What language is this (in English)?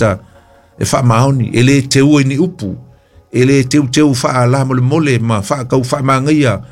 Samoan